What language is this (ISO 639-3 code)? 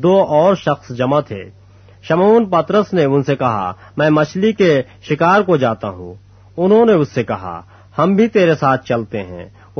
urd